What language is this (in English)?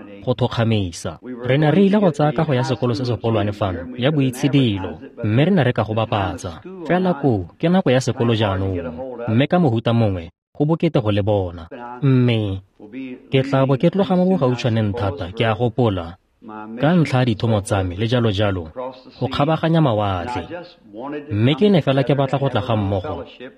Tswana